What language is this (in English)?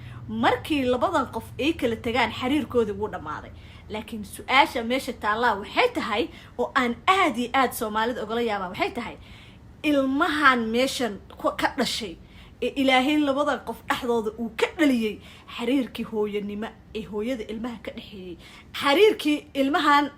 Somali